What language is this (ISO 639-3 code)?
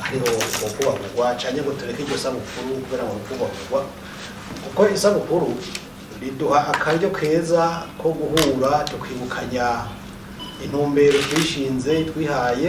run